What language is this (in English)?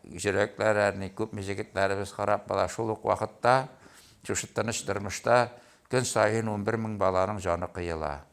Tatar